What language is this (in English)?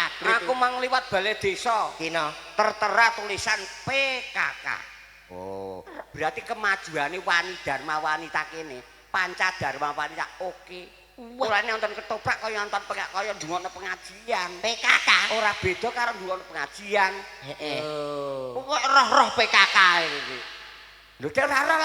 Javanese